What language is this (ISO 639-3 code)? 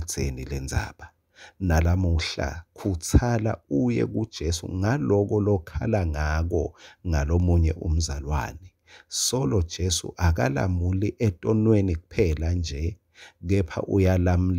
ssw